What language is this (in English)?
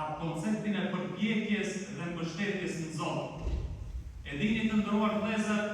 Albanian